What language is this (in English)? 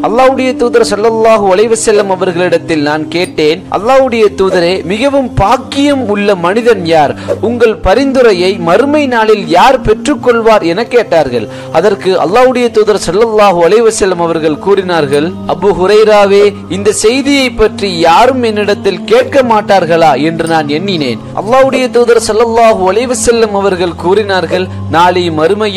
Tamil